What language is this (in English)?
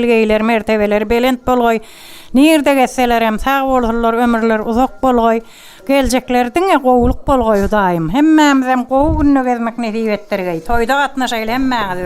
Turkmen